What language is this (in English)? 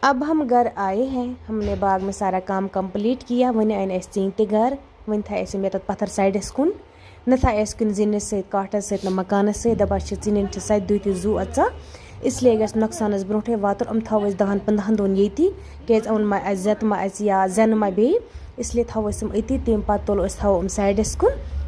Kashmiri